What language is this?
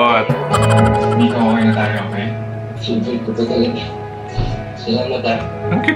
Filipino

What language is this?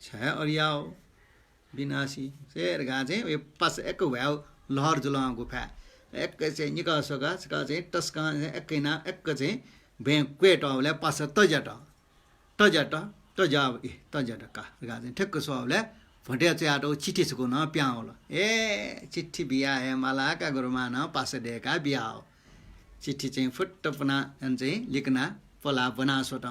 Newari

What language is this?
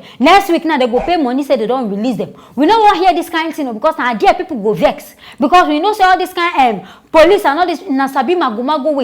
Nigerian Pidgin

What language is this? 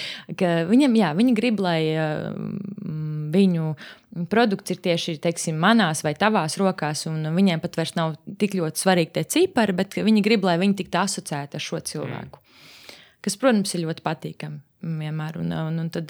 Latvian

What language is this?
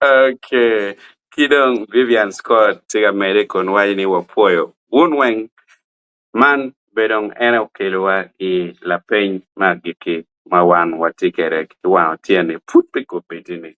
Acoli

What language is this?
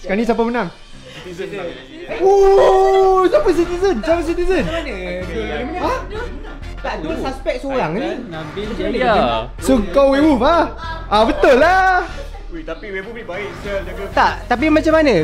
Malay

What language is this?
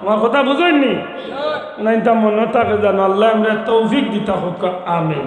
Sylheti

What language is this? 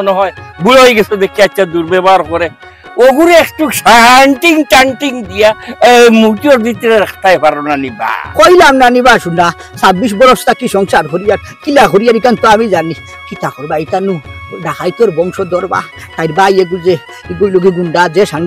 Sylheti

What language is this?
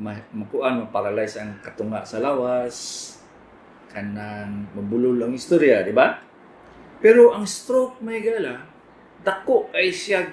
Cebuano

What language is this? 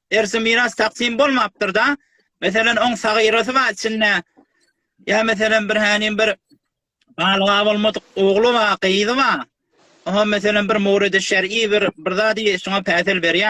Turkmen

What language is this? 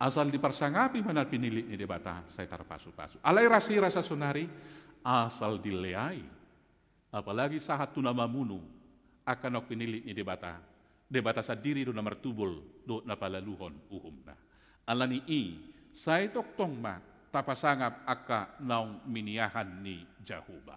Batak Toba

